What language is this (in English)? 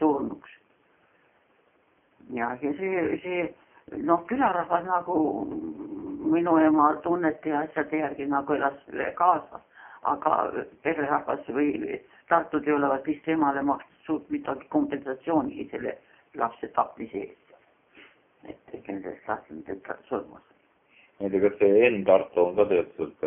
Estonian